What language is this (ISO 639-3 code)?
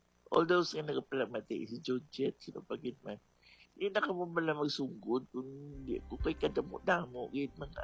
hil